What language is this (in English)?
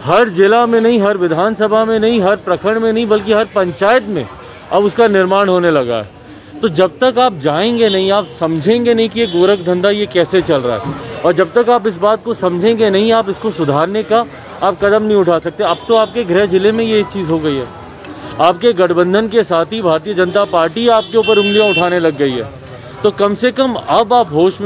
Hindi